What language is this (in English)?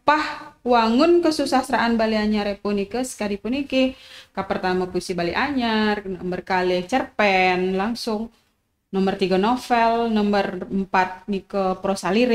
Balinese